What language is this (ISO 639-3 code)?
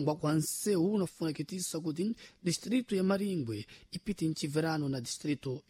seh